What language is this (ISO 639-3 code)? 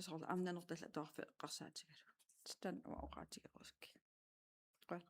kal